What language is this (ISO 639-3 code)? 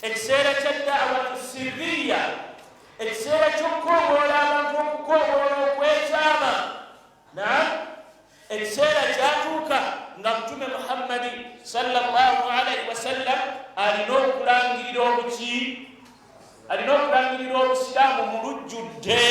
lug